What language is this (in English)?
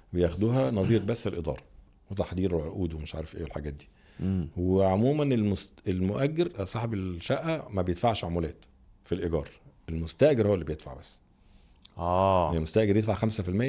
Egyptian Arabic